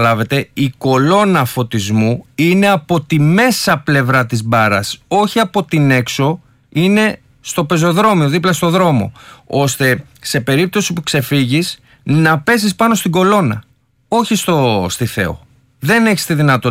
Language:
Greek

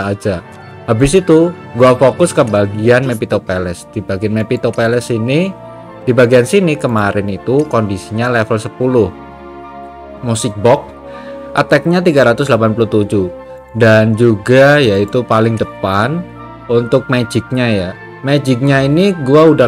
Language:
Indonesian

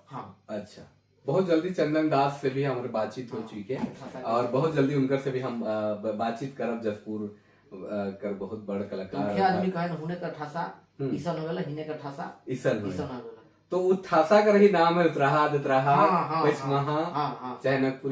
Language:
Sadri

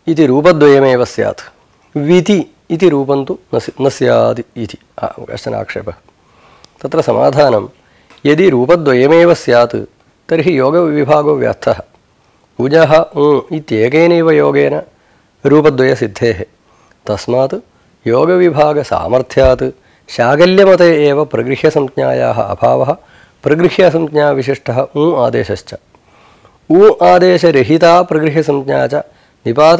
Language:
Sanskrit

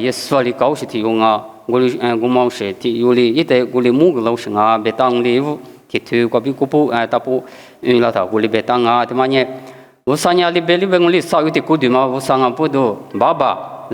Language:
Lisu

